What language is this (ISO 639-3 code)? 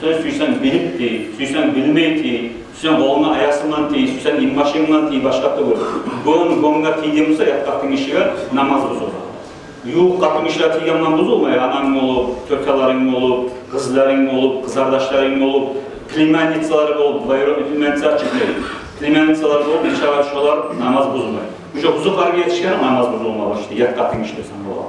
kum